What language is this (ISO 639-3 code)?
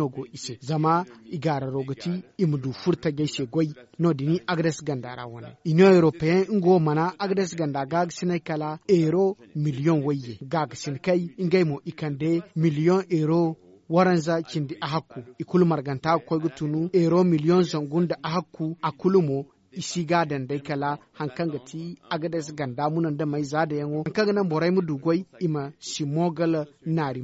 dje